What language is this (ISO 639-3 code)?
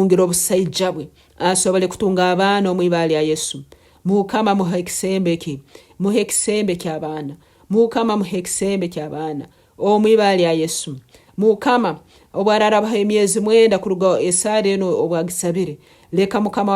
nyn